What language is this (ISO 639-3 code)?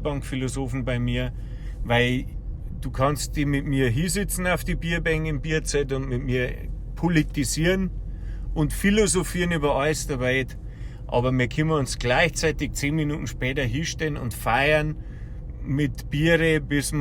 bar